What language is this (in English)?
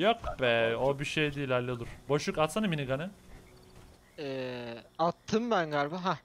Turkish